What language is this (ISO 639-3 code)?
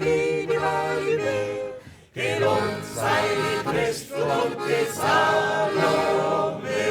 bar